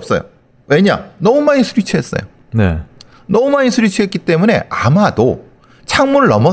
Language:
Korean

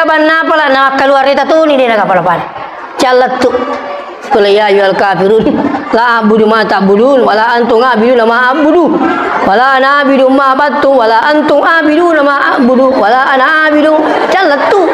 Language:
Buginese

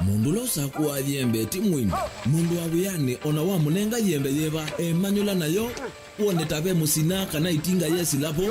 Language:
Kamba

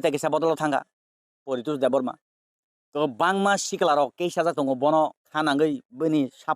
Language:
Kok Borok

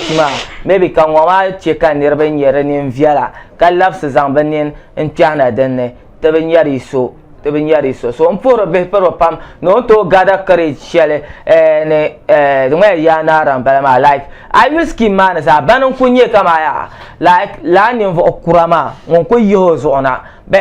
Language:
Dagbani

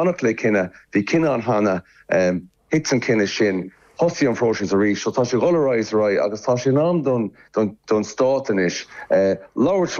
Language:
Irish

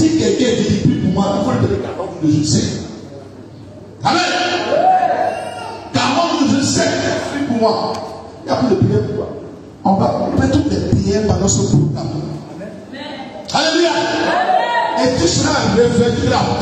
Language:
French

